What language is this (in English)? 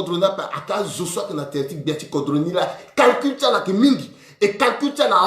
Sango